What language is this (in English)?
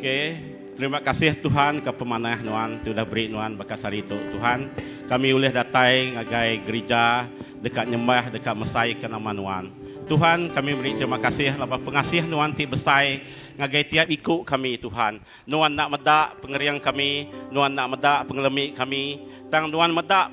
Iban